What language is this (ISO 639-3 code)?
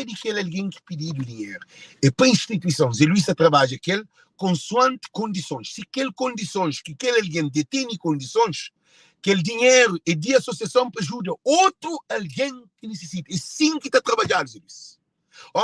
kea